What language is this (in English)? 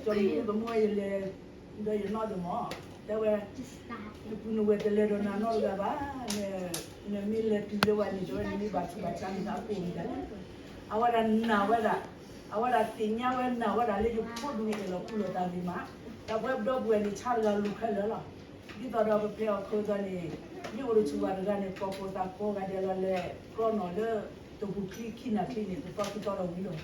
S'gaw Karen